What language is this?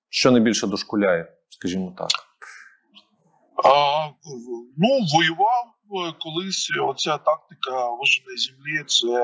Ukrainian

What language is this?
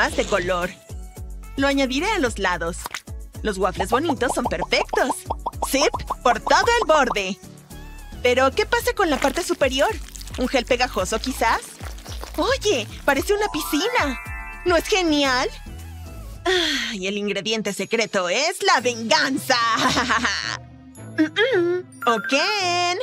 Spanish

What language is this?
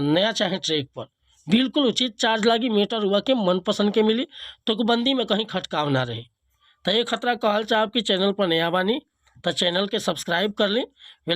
Bhojpuri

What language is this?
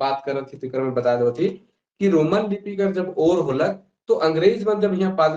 Sadri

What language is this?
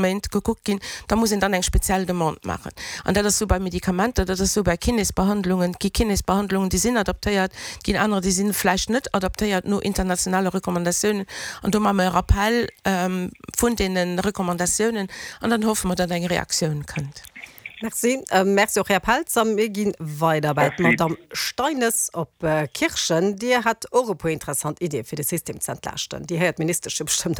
Luxembourgish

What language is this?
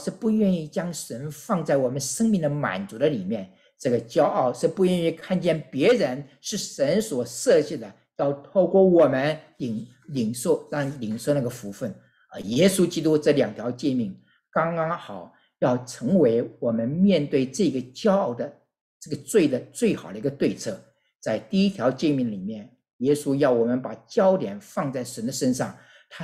Chinese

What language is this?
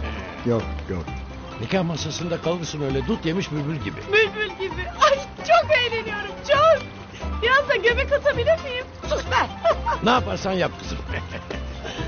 Turkish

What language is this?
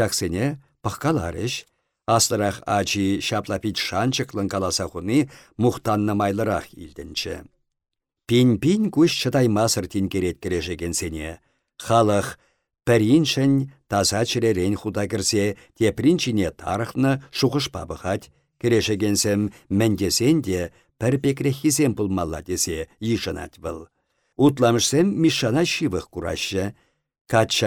Chuvash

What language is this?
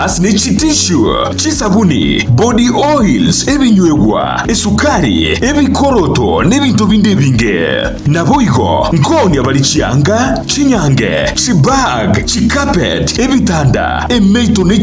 Gusii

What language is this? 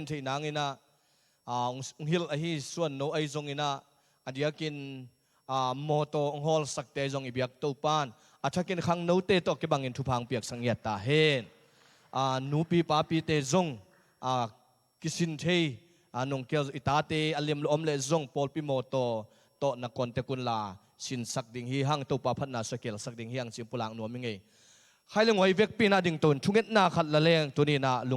Tedim Chin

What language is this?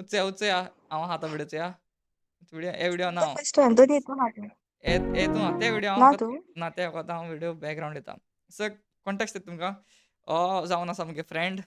Konkani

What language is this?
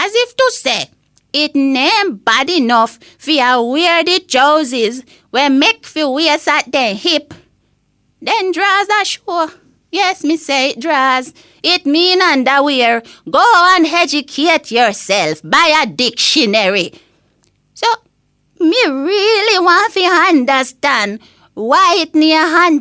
Jamaican Creole English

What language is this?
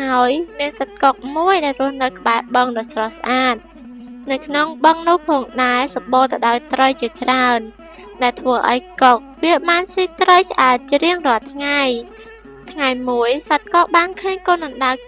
Khmer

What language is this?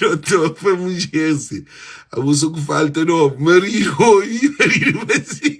Kabuverdianu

